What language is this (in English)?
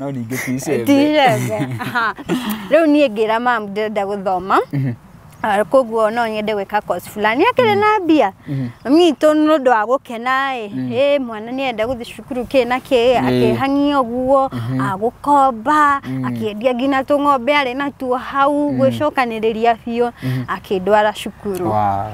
Kikuyu